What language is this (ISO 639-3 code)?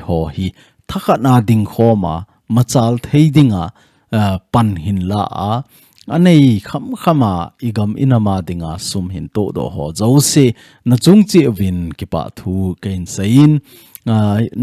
tcz